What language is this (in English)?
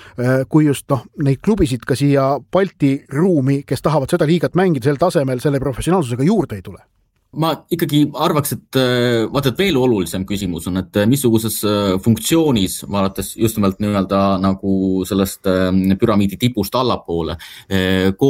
Estonian